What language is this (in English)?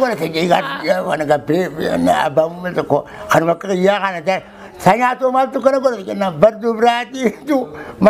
Oromo